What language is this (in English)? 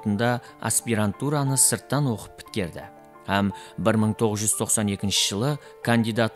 Kara-Kalpak